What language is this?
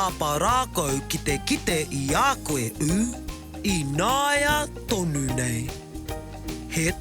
Māori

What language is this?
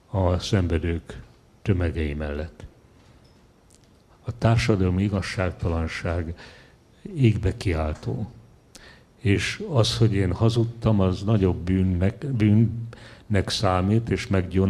Hungarian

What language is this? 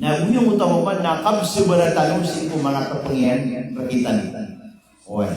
Maranao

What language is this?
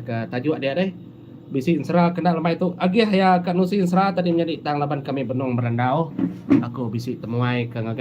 Iban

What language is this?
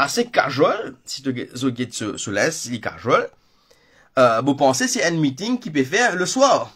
Morisyen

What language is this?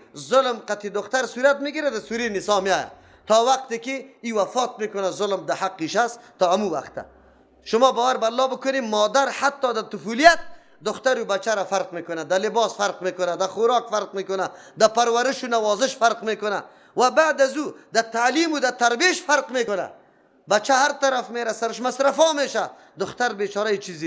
Persian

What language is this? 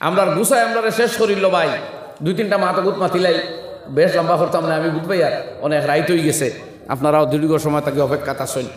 Sylheti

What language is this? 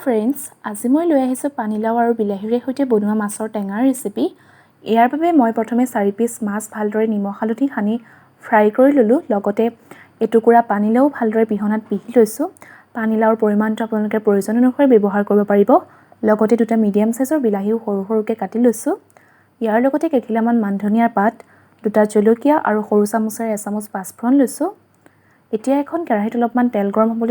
Assamese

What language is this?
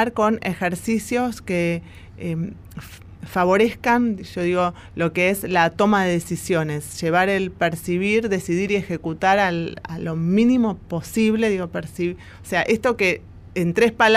Spanish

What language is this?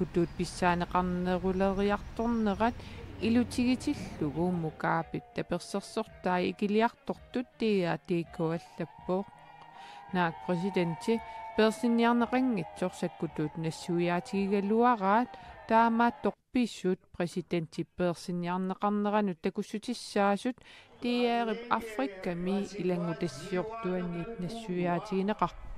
Kalaallisut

